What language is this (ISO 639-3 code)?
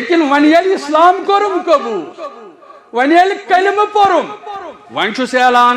kas